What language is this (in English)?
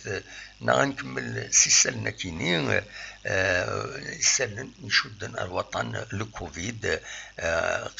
Kabyle